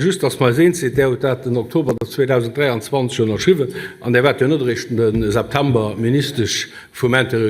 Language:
Luxembourgish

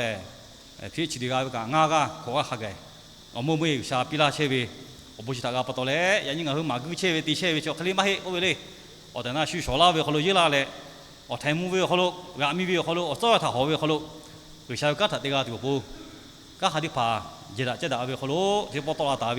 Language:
Lahu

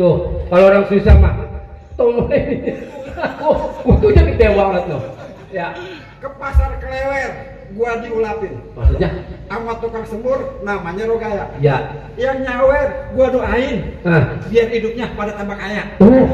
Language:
Betawi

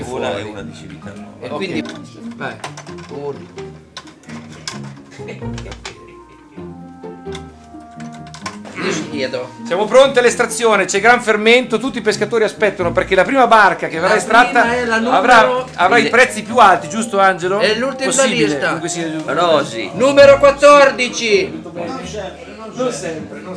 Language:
Italian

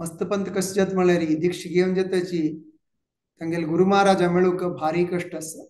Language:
Konkani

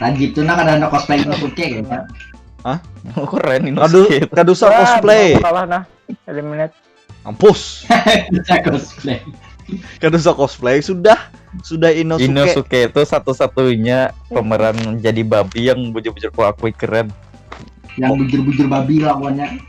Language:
Banjar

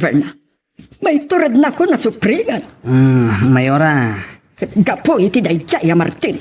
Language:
Iloko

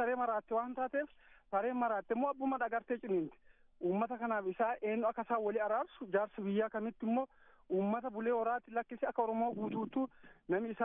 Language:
Oromo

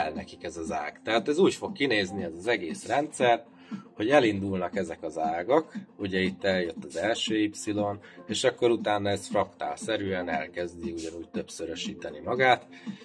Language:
Hungarian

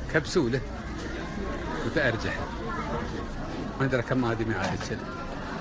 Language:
Gulf Arabic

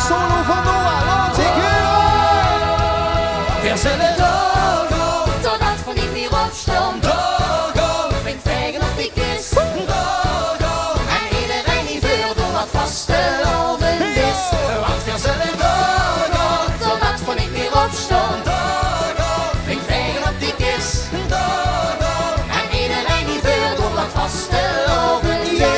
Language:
Limburgish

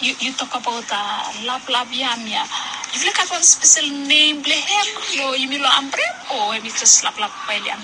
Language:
Bislama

